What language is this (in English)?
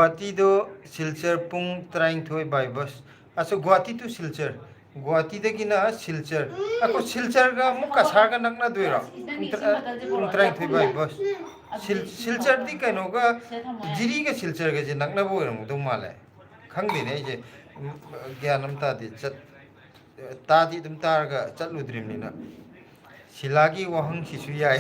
Manipuri